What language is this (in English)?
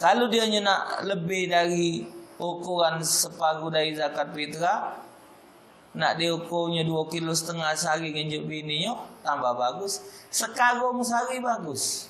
Musi